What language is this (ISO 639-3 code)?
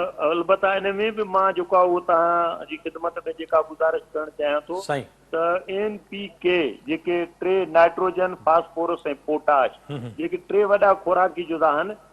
snd